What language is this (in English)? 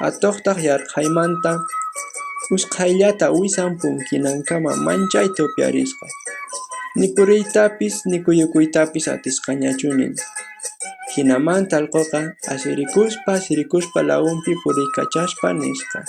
Quechua